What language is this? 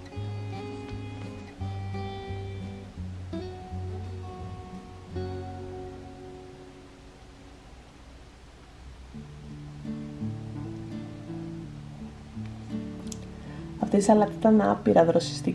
Greek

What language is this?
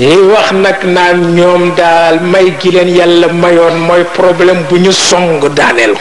Wolof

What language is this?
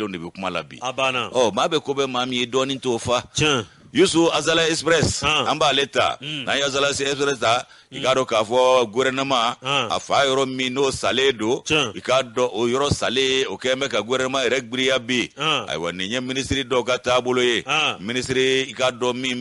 Bambara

